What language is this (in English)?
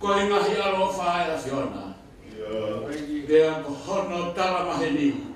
Tongan